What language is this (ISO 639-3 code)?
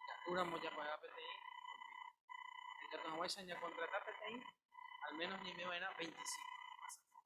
grn